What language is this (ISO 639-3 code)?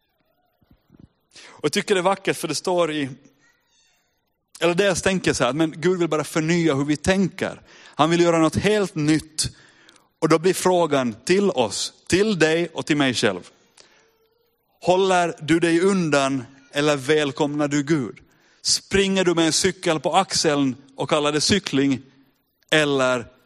swe